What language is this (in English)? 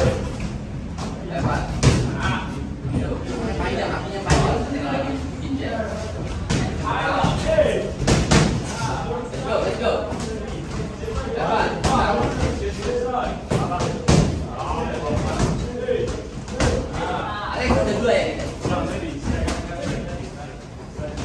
Indonesian